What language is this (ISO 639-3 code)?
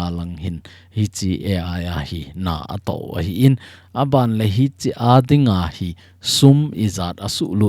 tcz